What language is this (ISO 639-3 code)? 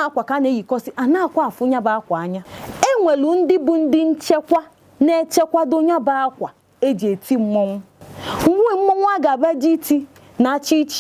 ibo